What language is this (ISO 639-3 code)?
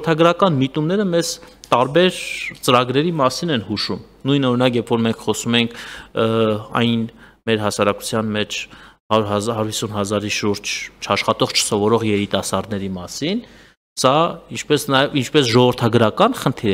hye